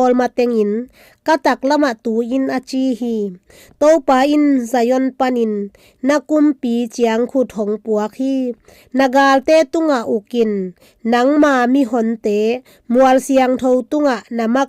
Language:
Tedim Chin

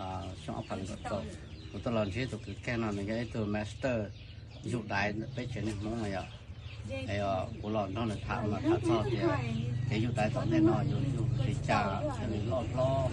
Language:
Hmong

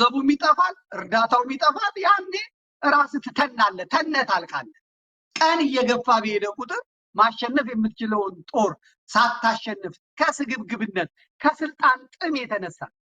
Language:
Amharic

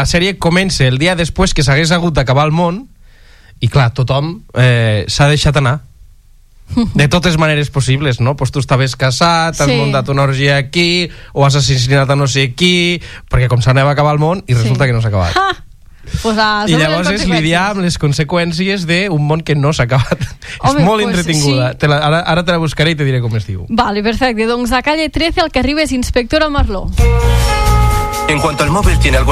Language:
Catalan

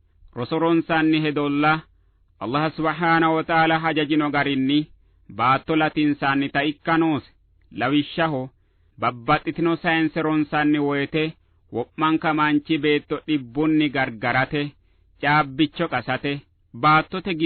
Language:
Sidamo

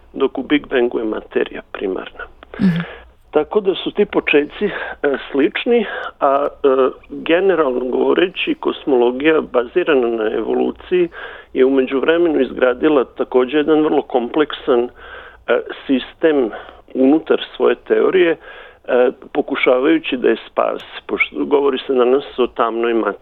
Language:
Serbian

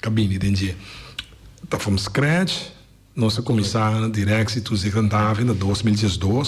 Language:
Papiamento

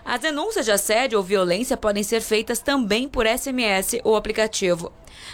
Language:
Portuguese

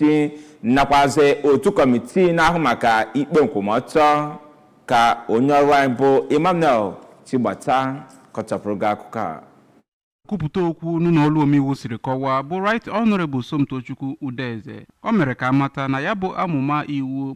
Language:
Igbo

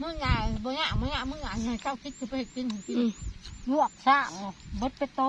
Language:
Northeastern Thai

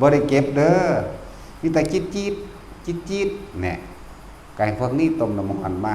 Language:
Northeastern Thai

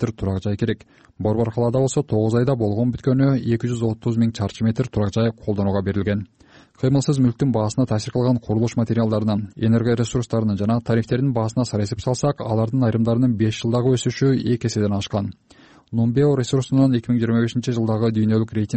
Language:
Kyrgyz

